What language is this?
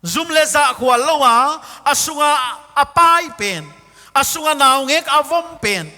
Paite Chin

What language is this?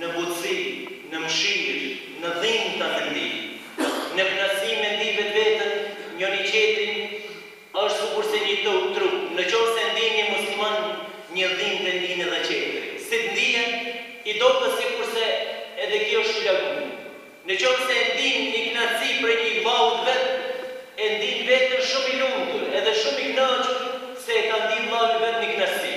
Albanian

